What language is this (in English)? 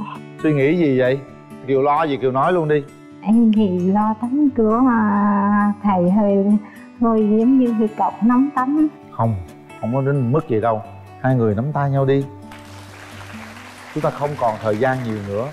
Vietnamese